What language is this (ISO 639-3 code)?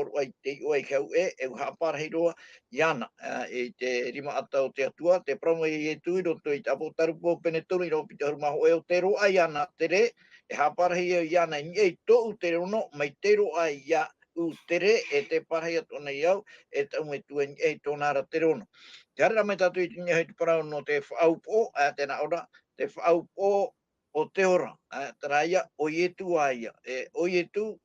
tah